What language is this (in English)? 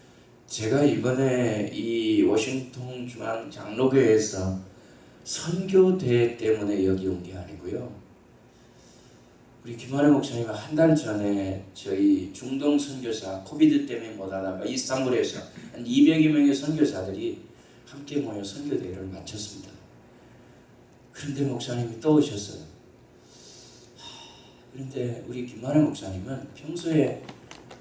Korean